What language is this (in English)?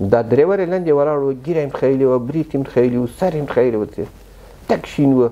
Pashto